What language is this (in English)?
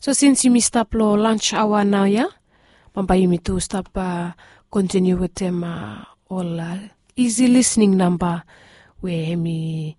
Bislama